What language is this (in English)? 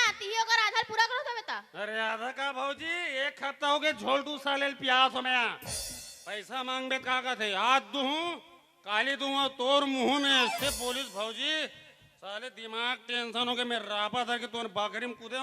Chhattisgarhi